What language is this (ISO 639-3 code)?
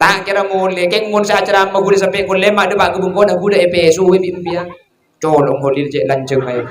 mad